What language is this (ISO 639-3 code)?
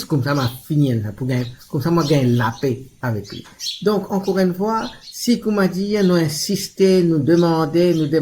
mfe